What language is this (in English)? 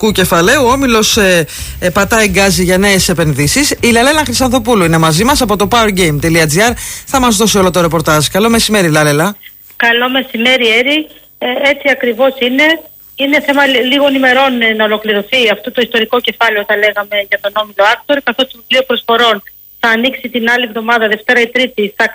Greek